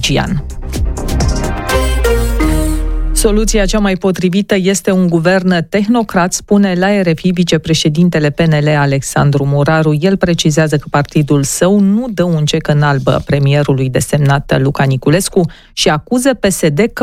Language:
Romanian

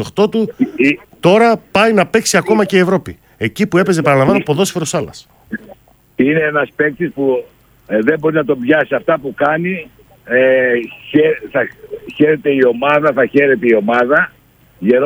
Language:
Greek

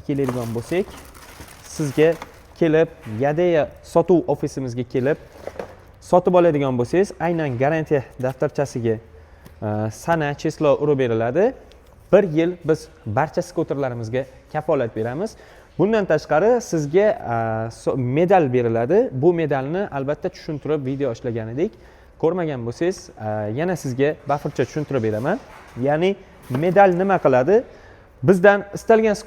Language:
Uzbek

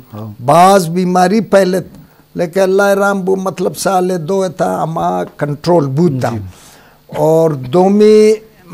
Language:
Eastern Balochi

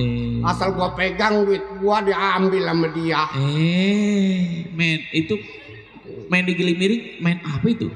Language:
Betawi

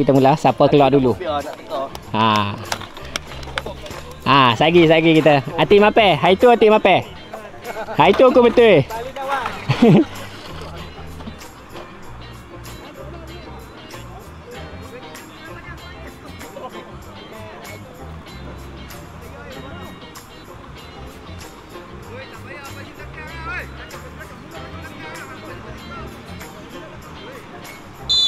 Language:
Malay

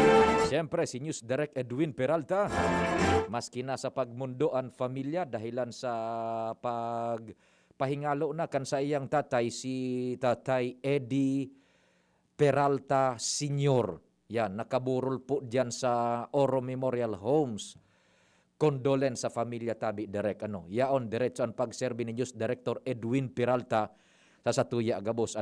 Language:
Bikol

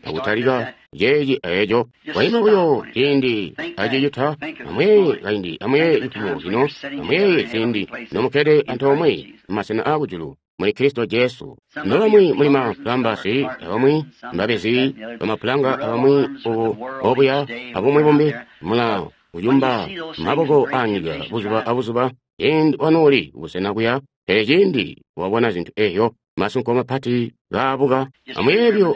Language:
Tonga (Zambia)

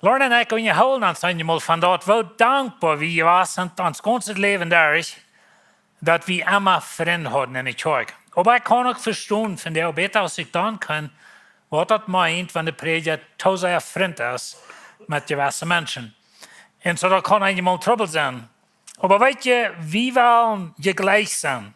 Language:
Plautdietsch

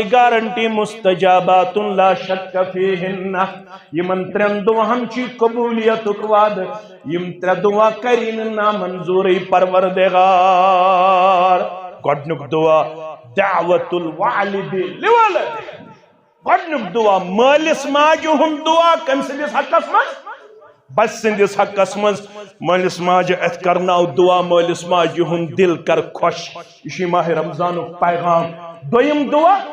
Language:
Kashmiri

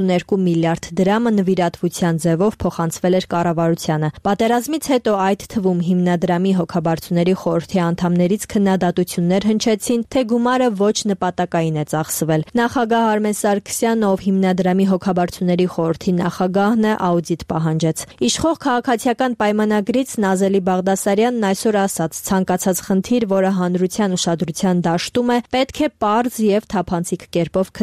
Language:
Armenian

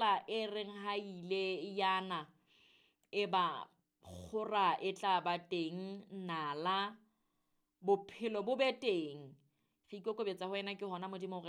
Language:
Southern Sotho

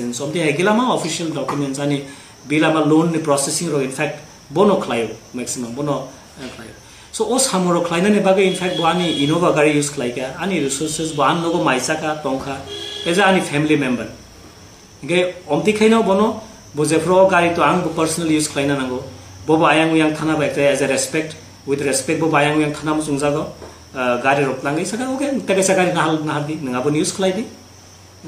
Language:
Kok Borok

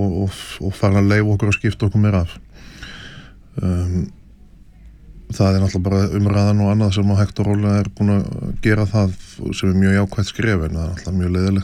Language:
Icelandic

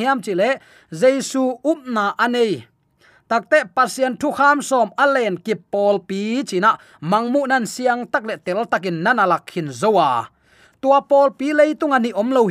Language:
Tedim Chin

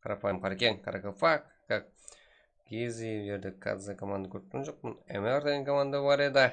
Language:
Kara-Kalpak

